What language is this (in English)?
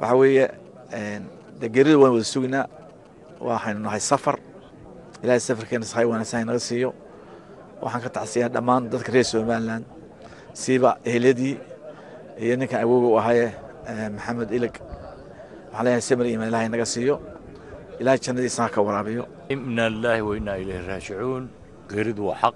Somali